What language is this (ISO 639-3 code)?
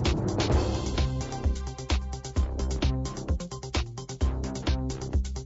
cat